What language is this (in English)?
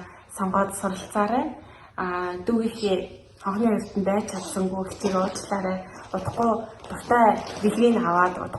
Mongolian